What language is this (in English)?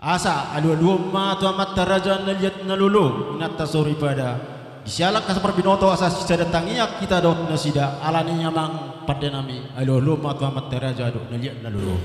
Batak Toba